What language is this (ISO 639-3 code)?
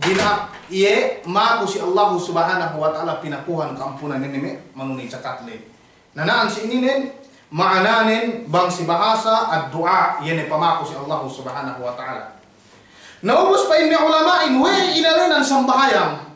yka